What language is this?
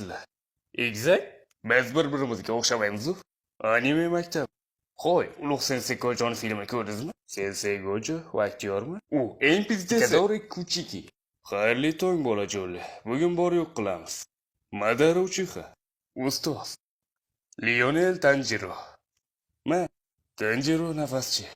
Uzbek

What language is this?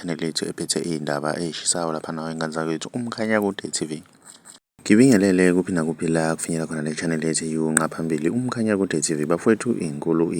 Zulu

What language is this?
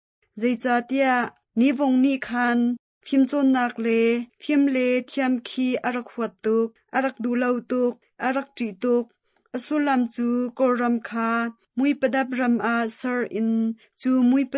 Hakha Chin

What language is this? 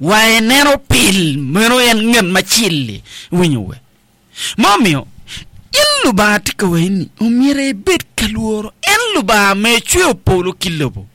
Acoli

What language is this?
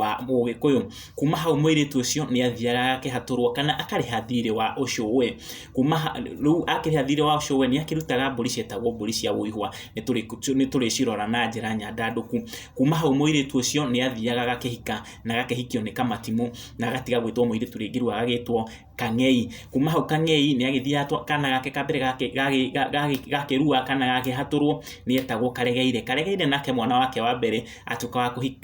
Kikuyu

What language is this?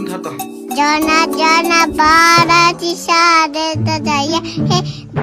Karbi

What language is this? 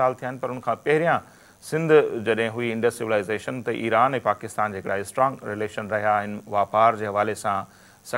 Sindhi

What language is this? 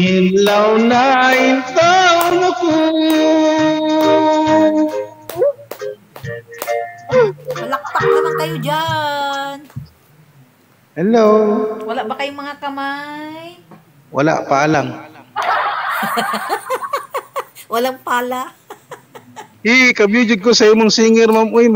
Cebuano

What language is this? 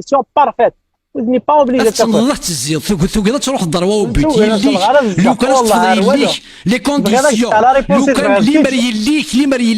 Kabyle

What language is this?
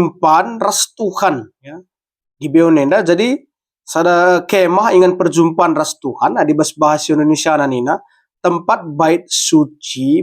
Batak Karo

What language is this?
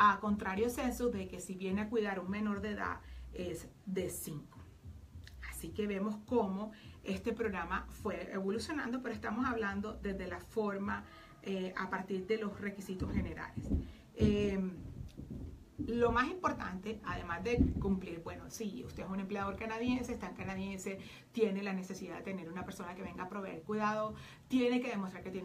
Spanish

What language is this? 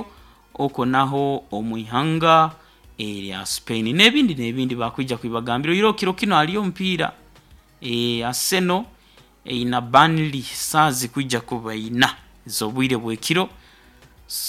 Nyoro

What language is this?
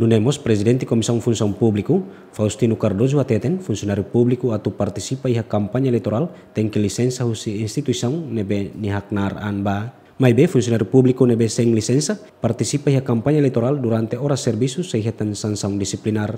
Tetum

